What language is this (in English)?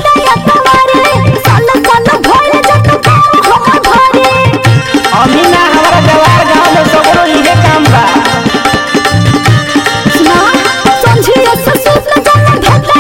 Bhojpuri